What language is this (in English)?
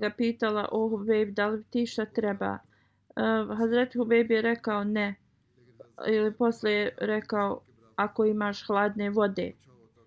Bosnian